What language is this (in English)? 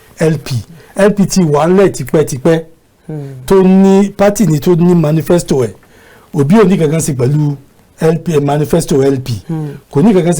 Yoruba